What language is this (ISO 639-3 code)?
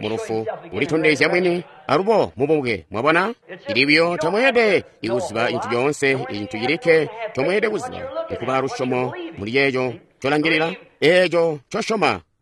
toi